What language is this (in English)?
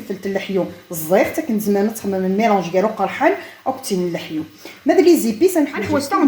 Kabyle